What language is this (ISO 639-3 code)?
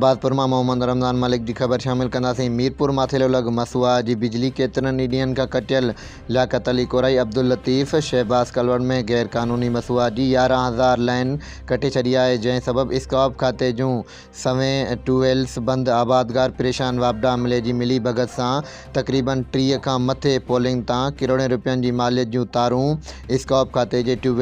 snd